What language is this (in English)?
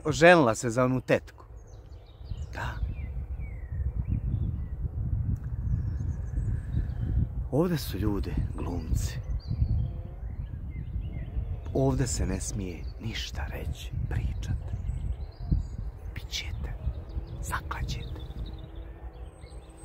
Croatian